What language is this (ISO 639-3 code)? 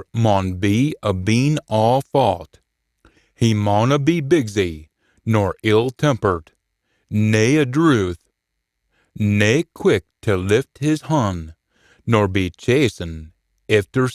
sco